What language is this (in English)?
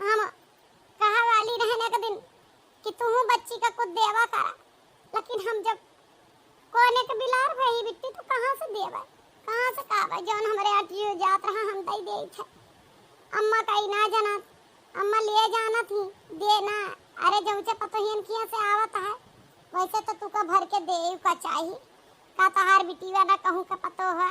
Awadhi